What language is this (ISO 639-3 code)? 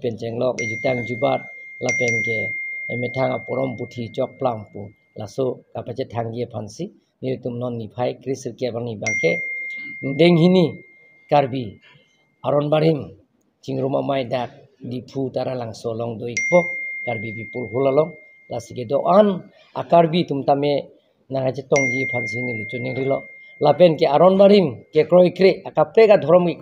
mjw